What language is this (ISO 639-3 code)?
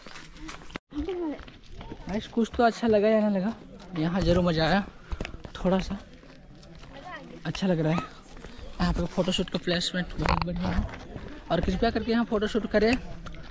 hin